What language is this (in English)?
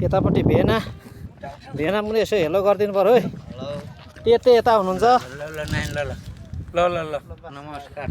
Nepali